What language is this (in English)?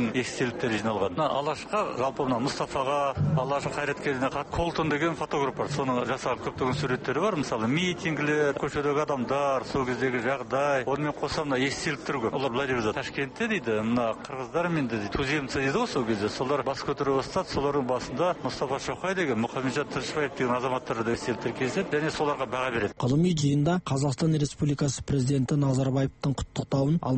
Kazakh